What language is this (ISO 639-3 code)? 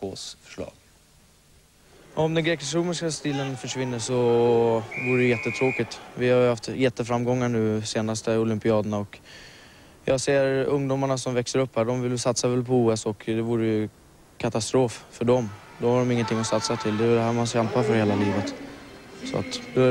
swe